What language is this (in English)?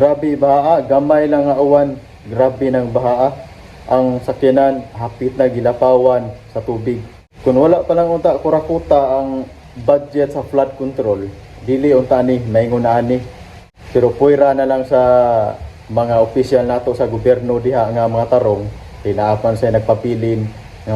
Cebuano